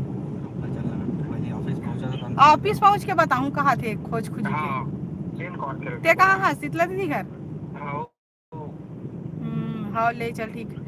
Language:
Chhattisgarhi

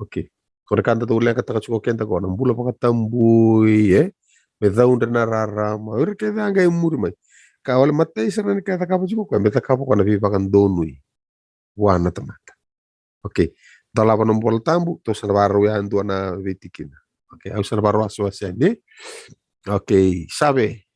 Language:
Fijian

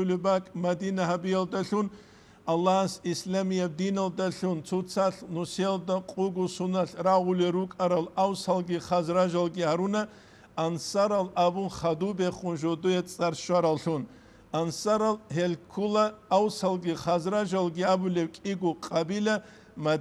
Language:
Avaric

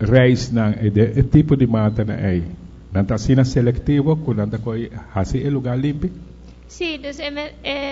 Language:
Papiamento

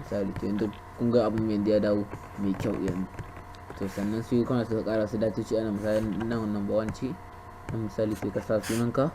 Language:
Hausa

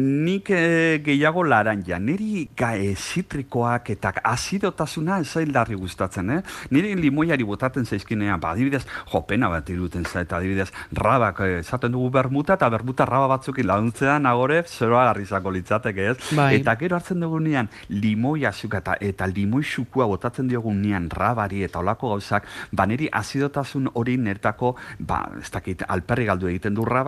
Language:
Basque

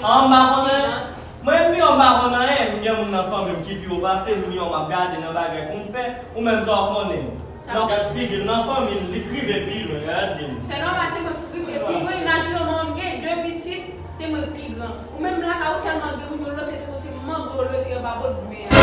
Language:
Haitian Creole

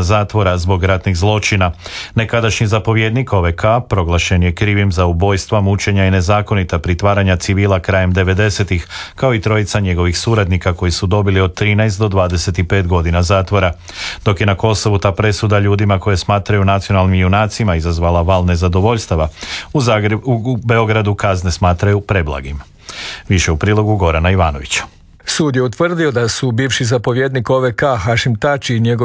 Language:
Croatian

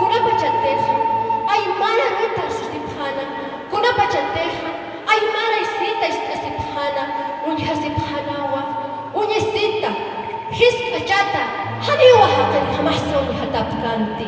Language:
Aymara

